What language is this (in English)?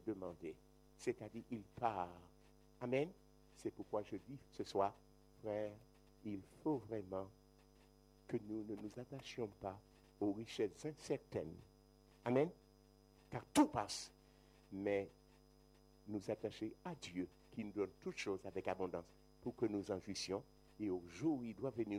French